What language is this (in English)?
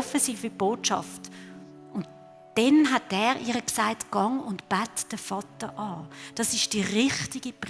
Swiss German